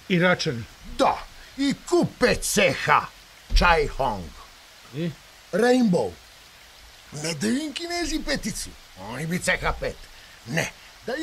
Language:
Serbian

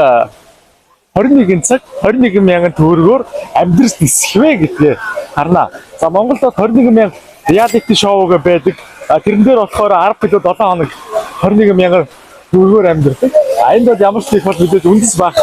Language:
Mongolian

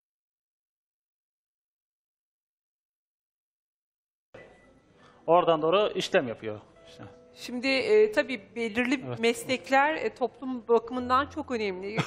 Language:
Turkish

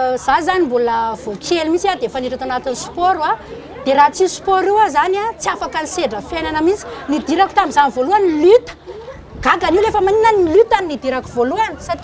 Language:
Malagasy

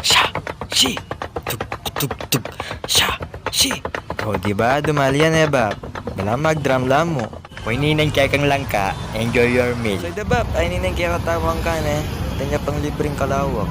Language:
Pampanga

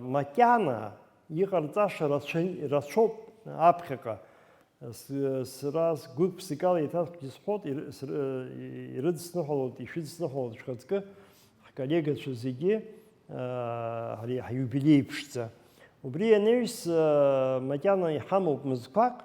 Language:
Abkhazian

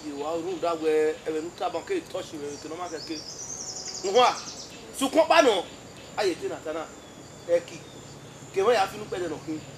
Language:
Bini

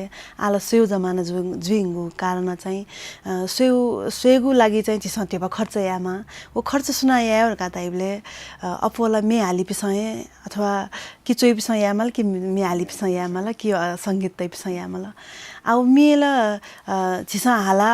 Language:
Newari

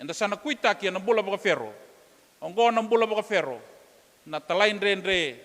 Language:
Fijian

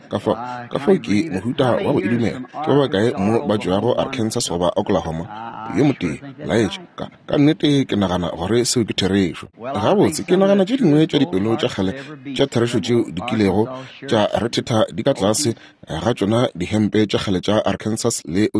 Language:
Northern Sotho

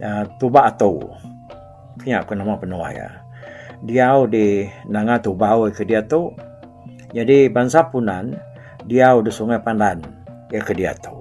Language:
Iban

